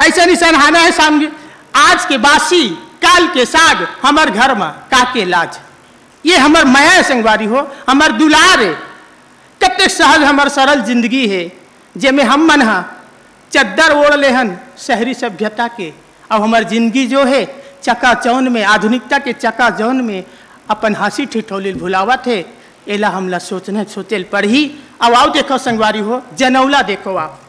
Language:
Chhattisgarhi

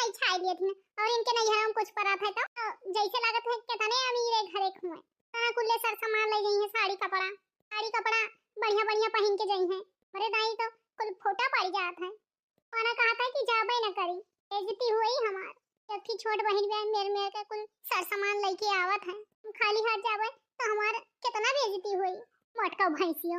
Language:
Awadhi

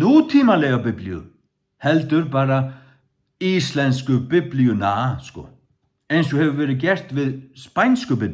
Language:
Faroese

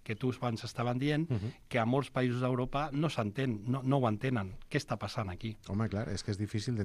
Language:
Catalan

